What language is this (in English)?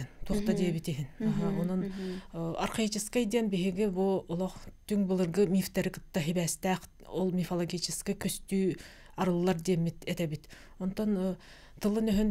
Yakut